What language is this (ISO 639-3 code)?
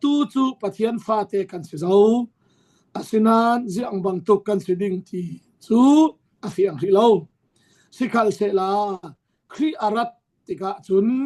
cfm